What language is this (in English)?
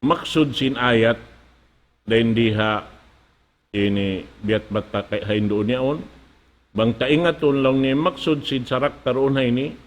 Tausug